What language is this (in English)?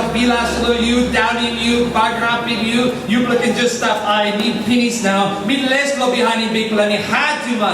Tok Pisin